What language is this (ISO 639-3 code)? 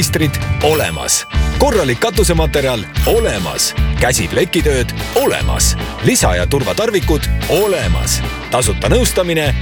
est